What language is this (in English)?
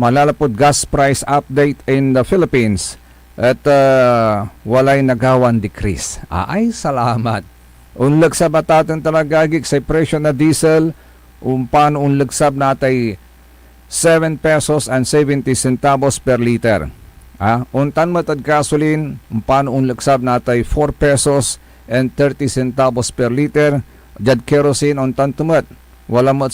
Pangasinan